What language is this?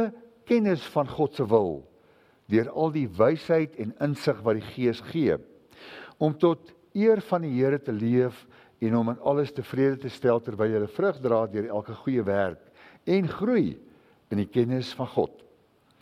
Afrikaans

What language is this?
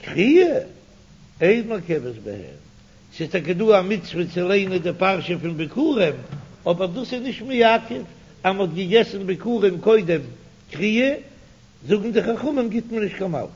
Yiddish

